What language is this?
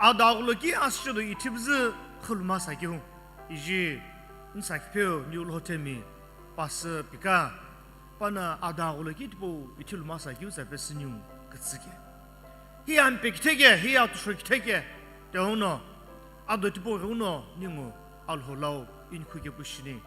Sumi Naga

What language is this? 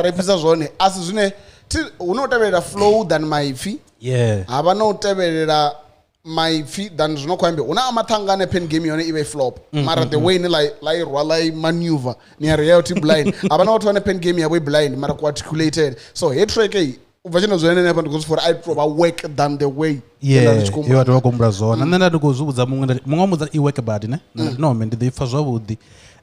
Venda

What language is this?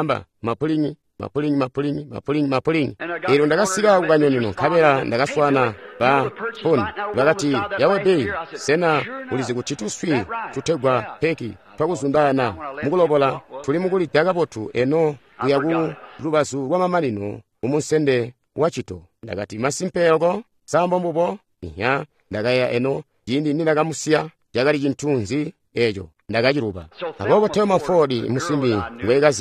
Tonga (Zambia)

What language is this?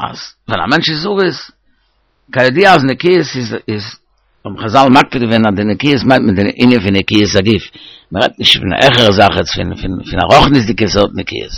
Yiddish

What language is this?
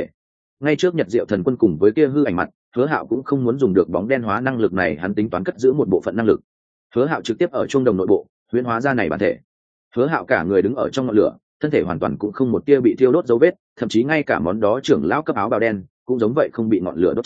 Vietnamese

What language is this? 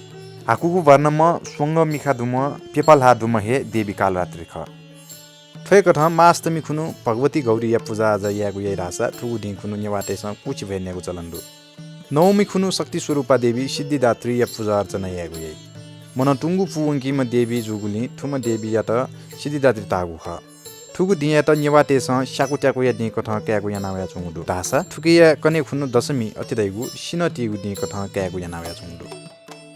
Newari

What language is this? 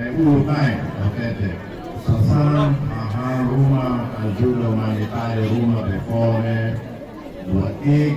Tetum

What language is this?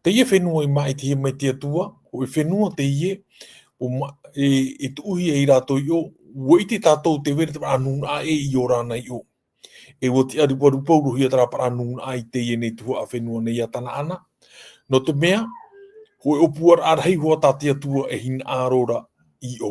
Tahitian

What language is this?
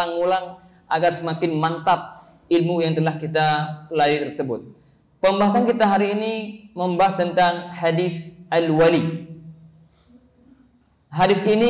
Indonesian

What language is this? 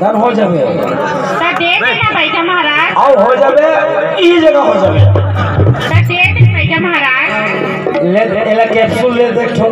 Chhattisgarhi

